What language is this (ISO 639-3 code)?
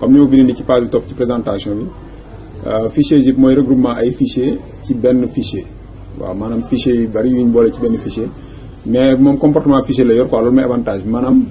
wol